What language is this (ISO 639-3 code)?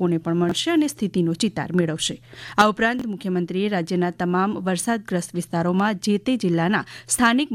guj